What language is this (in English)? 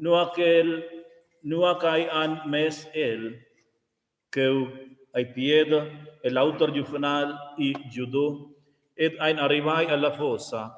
Romansh